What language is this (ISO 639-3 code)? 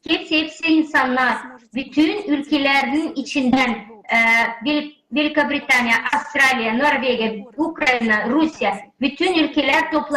gag